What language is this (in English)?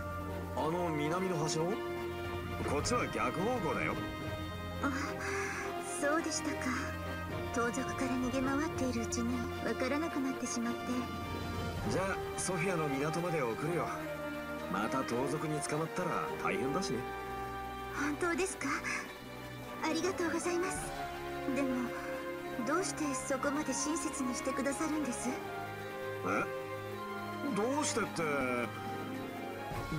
Japanese